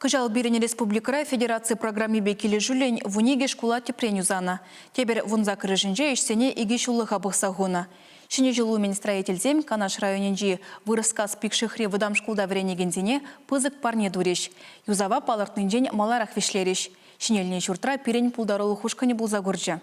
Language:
Chuvash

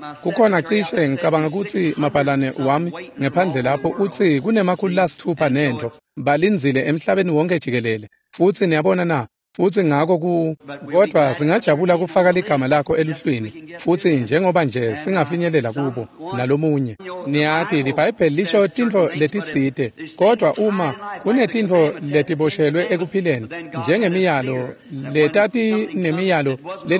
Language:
Swati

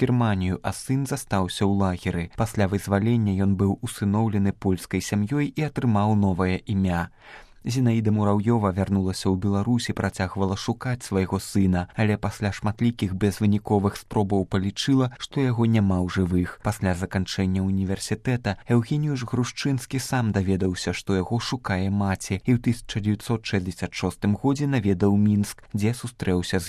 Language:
Belarusian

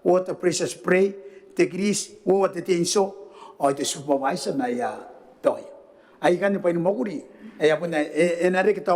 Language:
Gilbertese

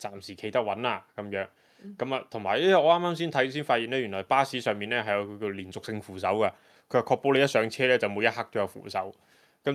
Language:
Cantonese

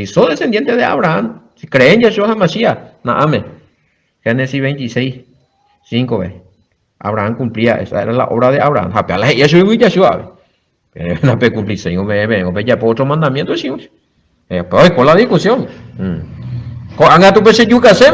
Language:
Guarani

